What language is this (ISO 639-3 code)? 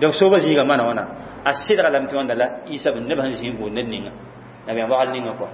mos